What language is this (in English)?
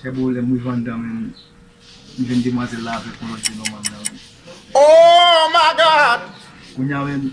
Haitian Creole